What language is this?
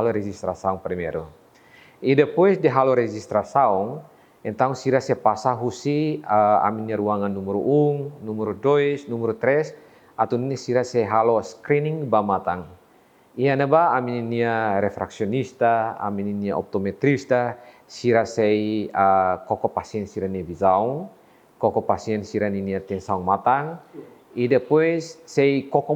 Tetum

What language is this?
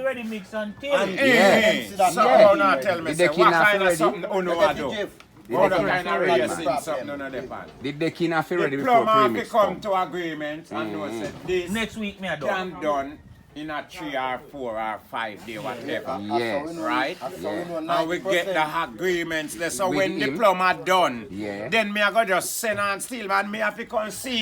Jamaican Creole English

